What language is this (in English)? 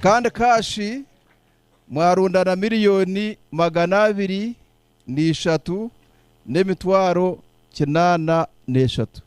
Nyankole